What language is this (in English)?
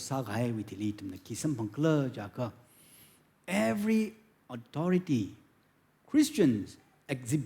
Tangkhul Naga (India)